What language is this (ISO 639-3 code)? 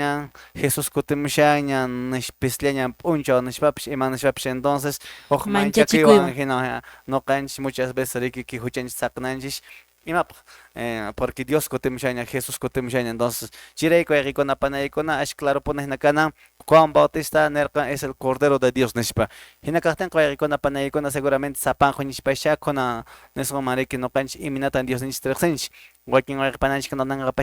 que